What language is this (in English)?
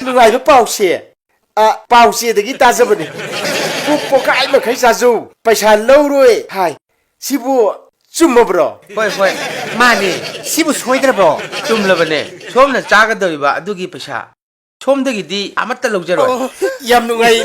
Manipuri